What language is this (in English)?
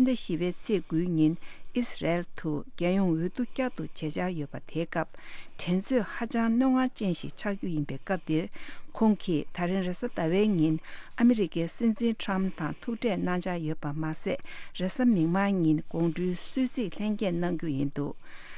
Tibetan